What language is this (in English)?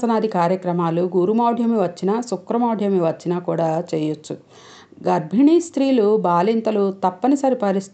Telugu